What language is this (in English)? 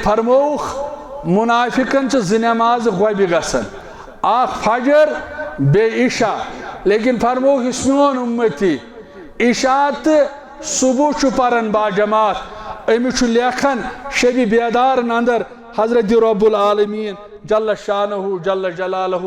Kashmiri